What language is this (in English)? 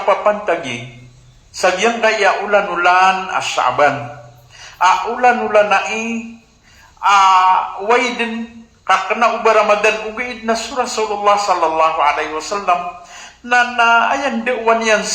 Maranao